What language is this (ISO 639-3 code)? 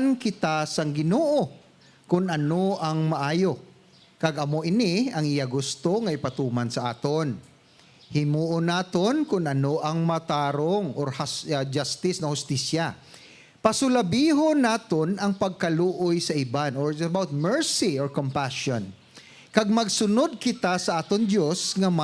hil